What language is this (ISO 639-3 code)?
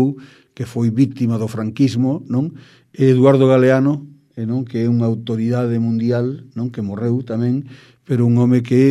glg